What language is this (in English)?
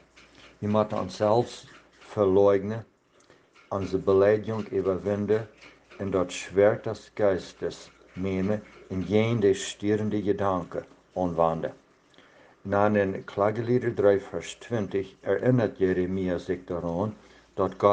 Plautdietsch